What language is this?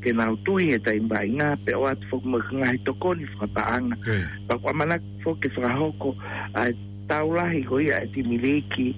Tongan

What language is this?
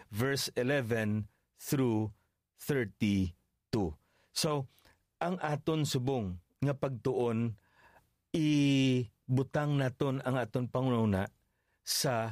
Hiligaynon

